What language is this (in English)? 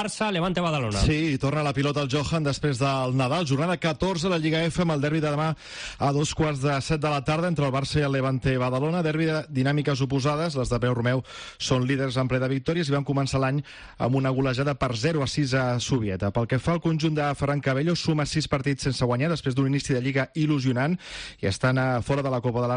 Catalan